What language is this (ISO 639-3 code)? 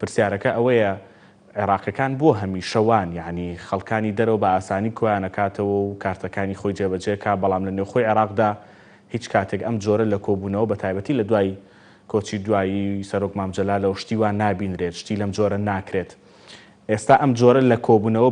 ckb